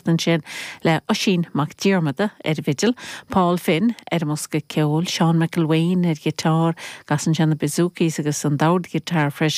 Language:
Irish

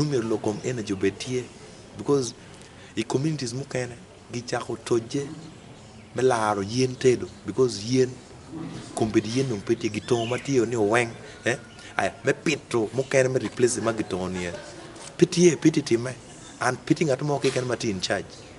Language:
Acoli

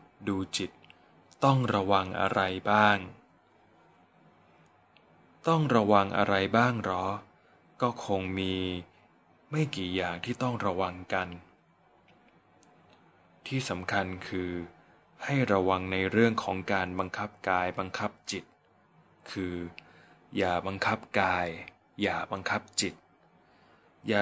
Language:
Thai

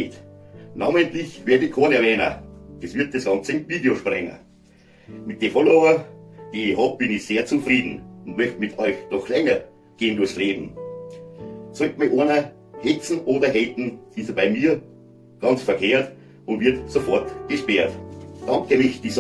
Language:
Bavarian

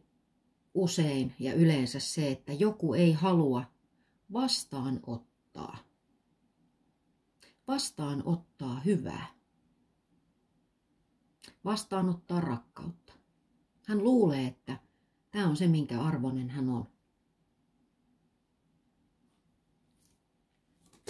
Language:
Finnish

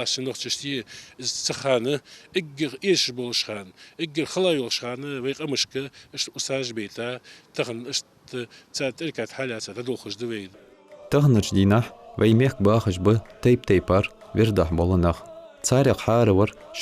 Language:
Ingush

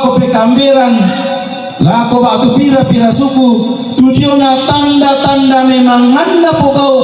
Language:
Toraja-Sa'dan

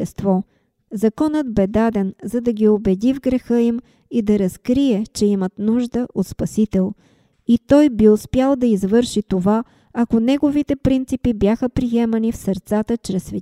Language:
Bulgarian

